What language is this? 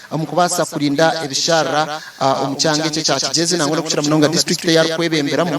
Nyankole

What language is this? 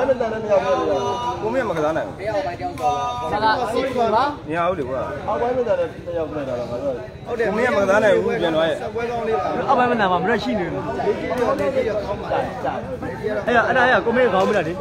Burmese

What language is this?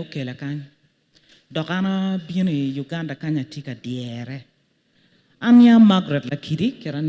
Acoli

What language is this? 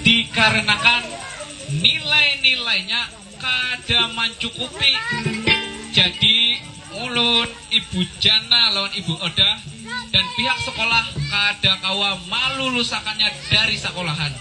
Banjar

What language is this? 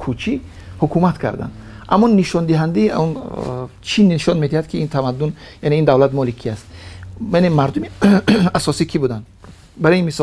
Tajik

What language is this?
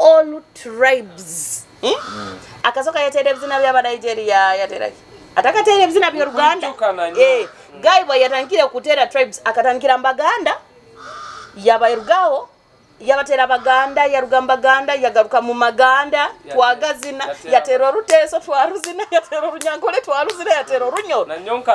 Nyoro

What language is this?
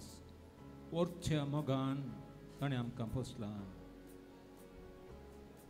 Konkani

